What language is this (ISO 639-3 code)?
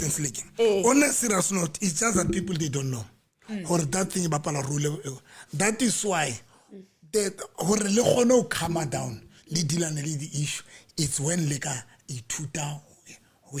sot